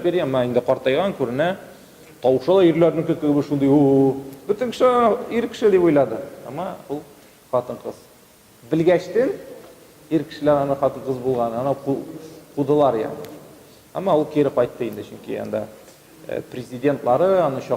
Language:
Tatar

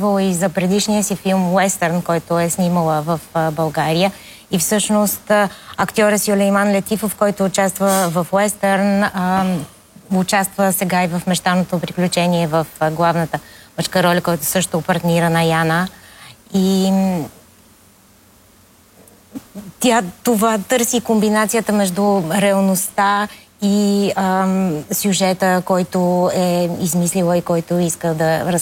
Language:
Bulgarian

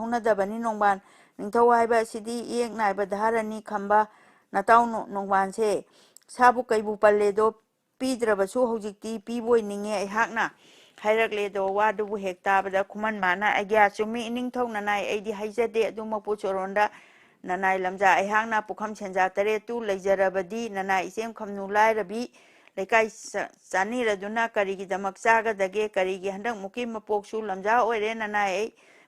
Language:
Manipuri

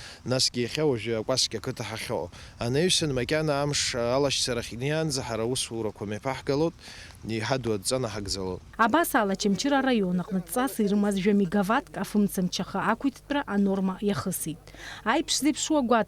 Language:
Abkhazian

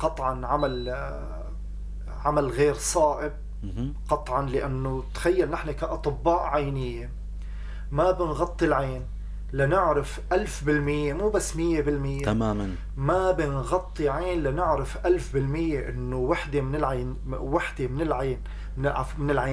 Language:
North Levantine Arabic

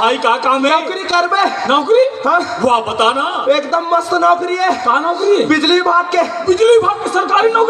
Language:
Chhattisgarhi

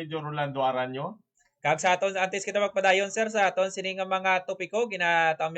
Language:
Hiligaynon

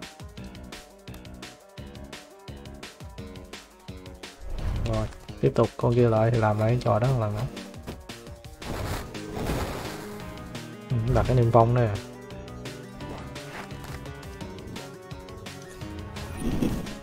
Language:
Vietnamese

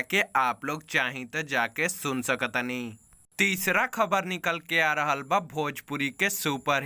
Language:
Bhojpuri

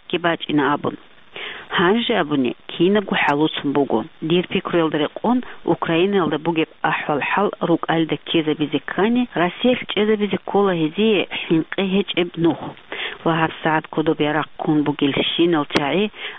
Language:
Avaric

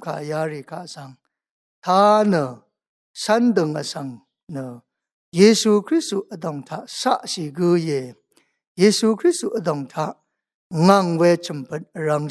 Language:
Rawang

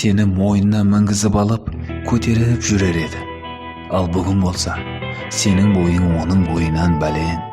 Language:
Kara-Kalpak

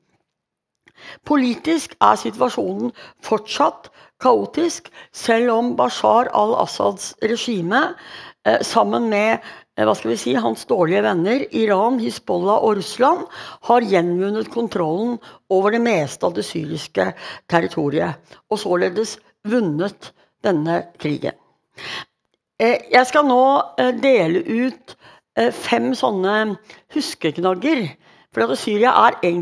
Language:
Norwegian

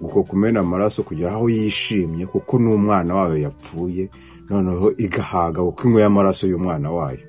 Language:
Kinyarwanda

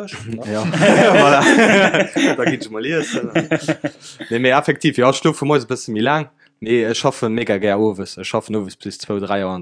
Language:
Luxembourgish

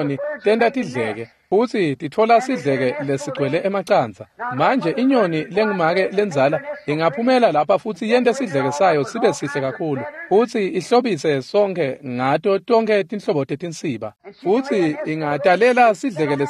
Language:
Swati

